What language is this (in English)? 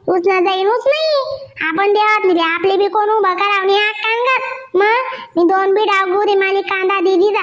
Khandesi